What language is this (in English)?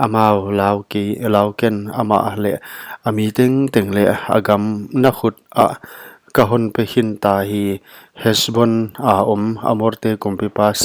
Paite Chin